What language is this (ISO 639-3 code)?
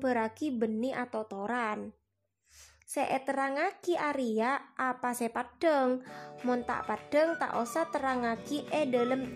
mad